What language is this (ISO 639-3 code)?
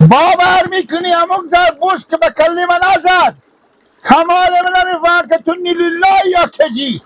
fas